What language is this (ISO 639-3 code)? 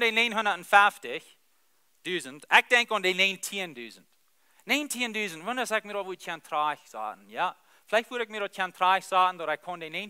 pdt